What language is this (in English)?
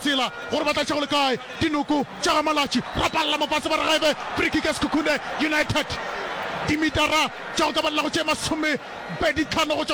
Northern Sotho